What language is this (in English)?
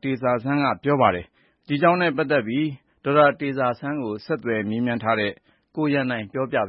Burmese